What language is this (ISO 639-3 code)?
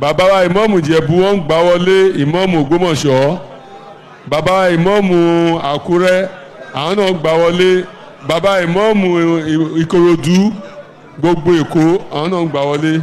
yor